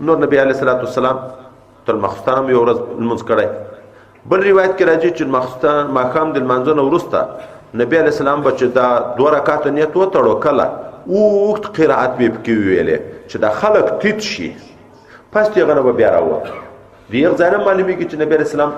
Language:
Pashto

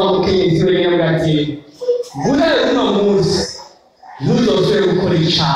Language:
Rundi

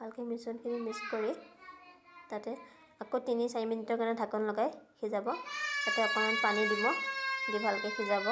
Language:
Assamese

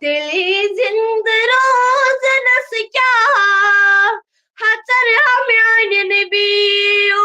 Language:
Kashmiri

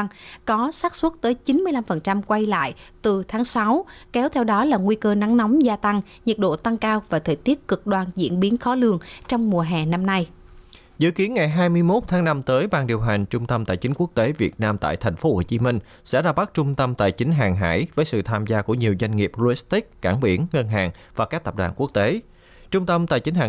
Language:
Vietnamese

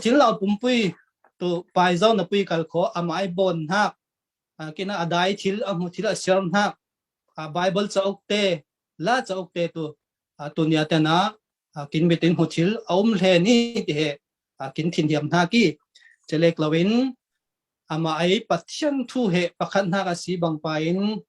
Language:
Falam Chin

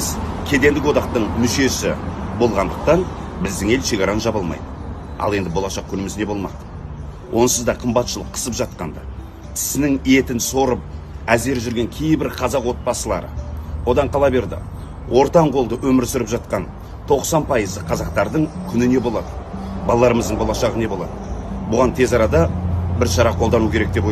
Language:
Kazakh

